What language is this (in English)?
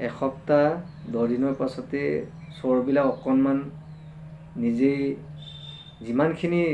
Assamese